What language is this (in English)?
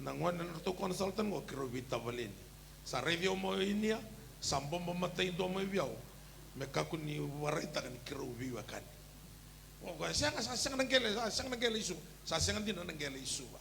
Fijian